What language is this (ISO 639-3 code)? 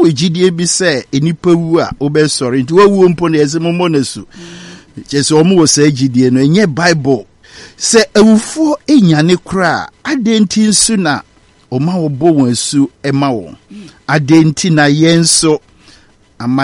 aka